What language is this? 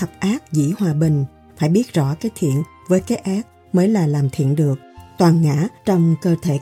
Vietnamese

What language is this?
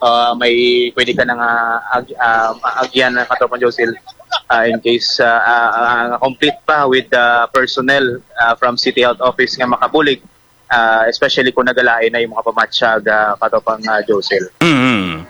Hiligaynon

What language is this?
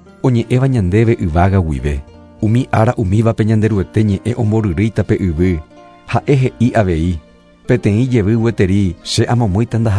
Guarani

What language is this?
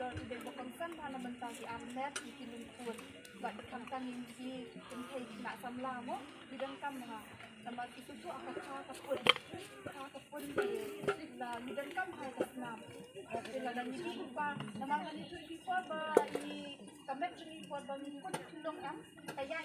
Khasi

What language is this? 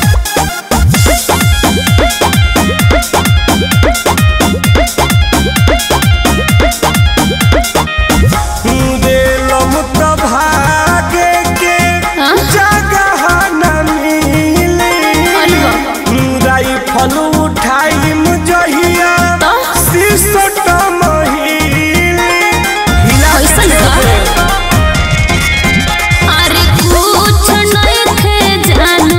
Bhojpuri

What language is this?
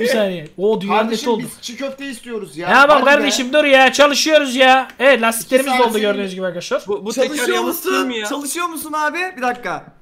Turkish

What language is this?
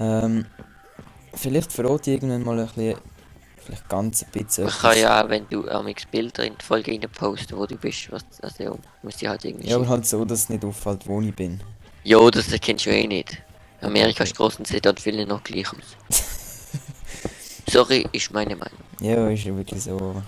Swiss German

